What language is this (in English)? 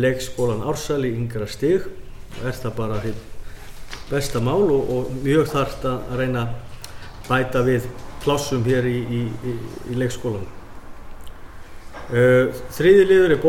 Icelandic